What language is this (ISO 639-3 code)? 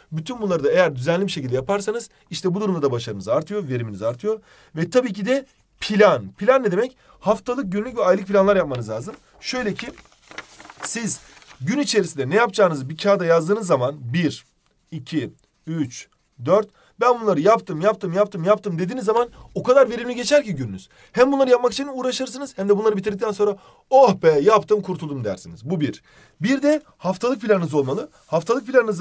tur